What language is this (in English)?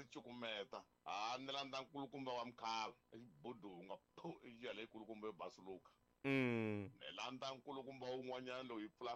Tsonga